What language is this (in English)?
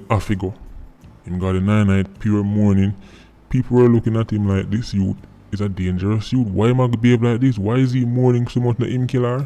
Jamaican Creole English